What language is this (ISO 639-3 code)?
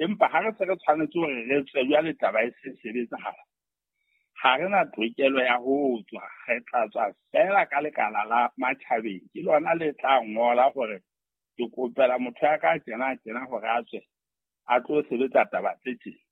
sot